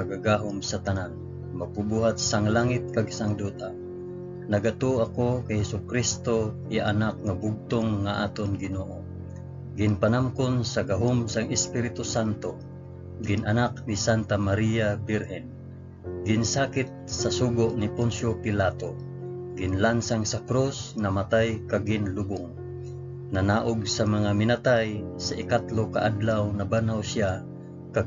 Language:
Hiligaynon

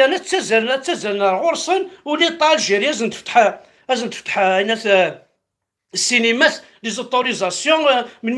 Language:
Kabyle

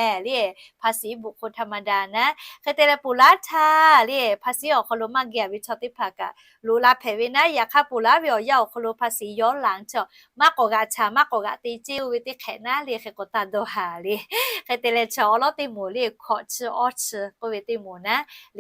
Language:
Lahu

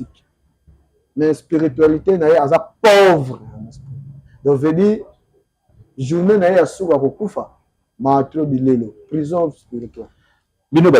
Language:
Lingala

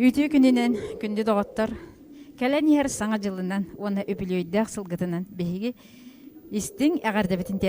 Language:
Yakut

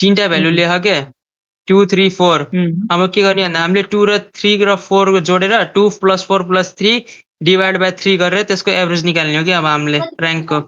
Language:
Nepali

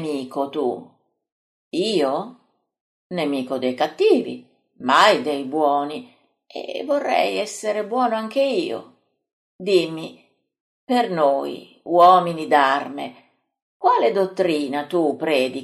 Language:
Italian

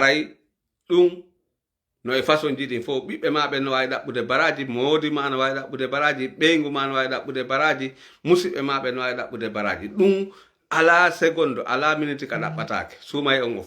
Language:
Fula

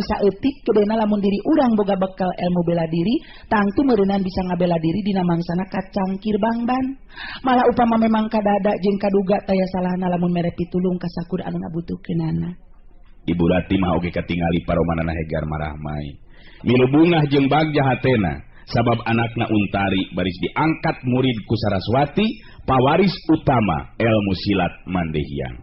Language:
Sundanese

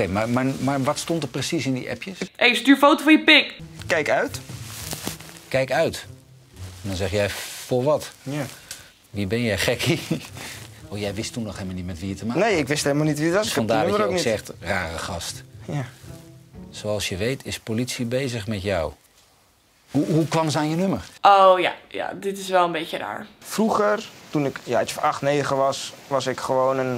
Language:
Dutch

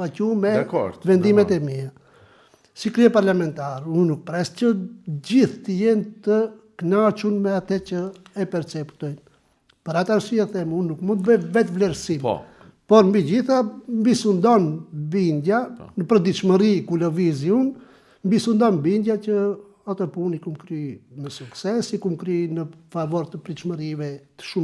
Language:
Albanian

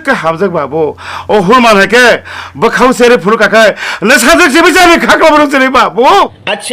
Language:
Kok Borok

